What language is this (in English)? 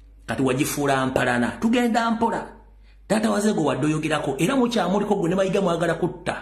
Ganda